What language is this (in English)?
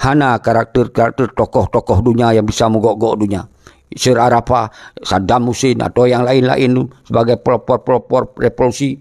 Achinese